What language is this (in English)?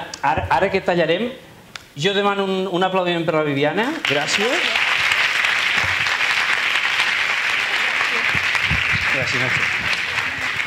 Catalan